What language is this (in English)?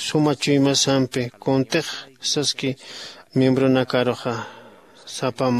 Aymara